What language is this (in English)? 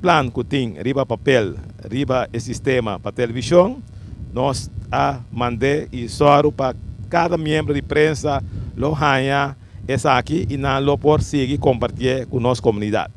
Papiamento